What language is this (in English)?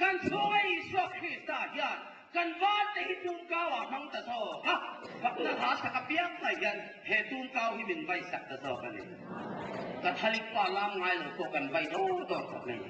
Mizo